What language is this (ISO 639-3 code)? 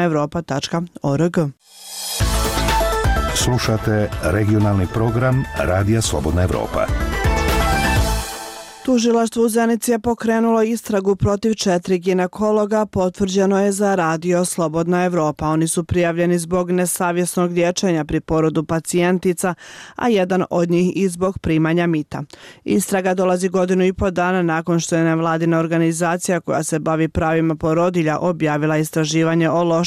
bos